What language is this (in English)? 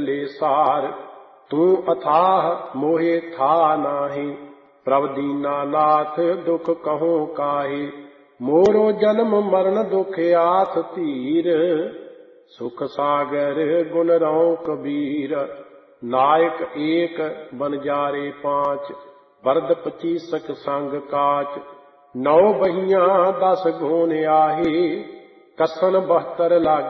Punjabi